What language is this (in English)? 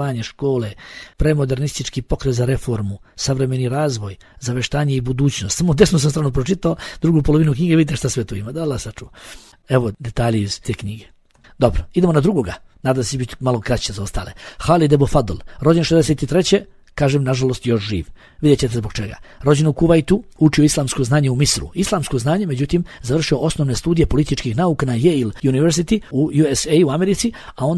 Bosnian